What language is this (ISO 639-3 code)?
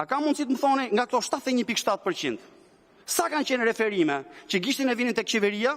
sqi